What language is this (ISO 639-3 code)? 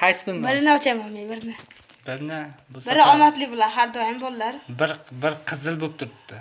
uzb